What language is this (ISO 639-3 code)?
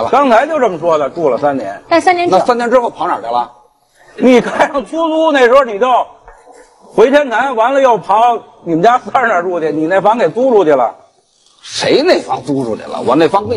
zho